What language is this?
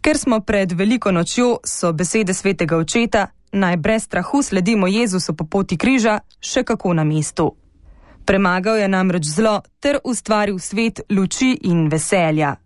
Slovenian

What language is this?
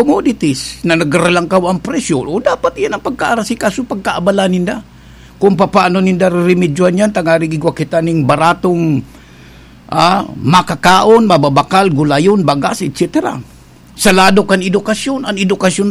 Bikol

